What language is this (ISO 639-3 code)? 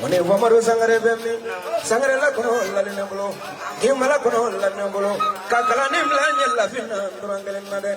bam